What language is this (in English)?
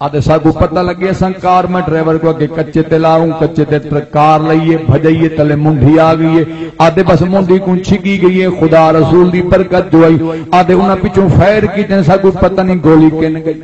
Saraiki